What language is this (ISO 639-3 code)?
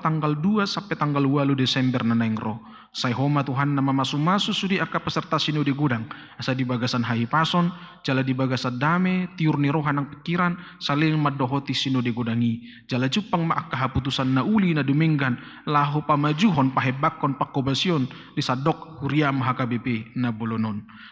bbc